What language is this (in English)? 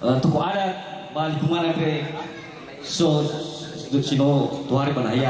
Nias